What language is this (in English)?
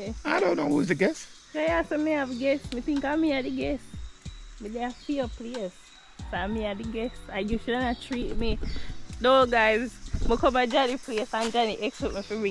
Jamaican Creole English